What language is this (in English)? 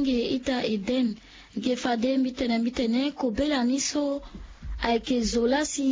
Sango